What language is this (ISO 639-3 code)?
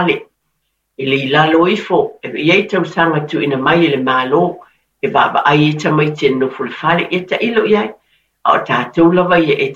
smo